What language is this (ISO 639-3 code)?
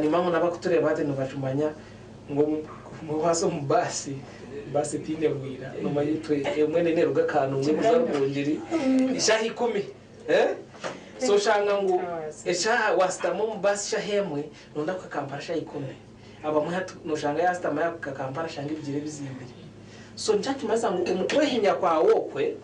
nyn